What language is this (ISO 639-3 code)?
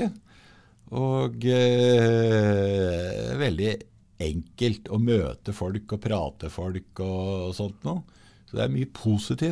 nor